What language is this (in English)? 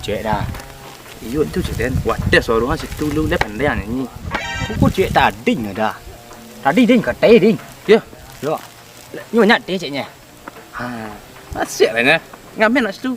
Minangkabau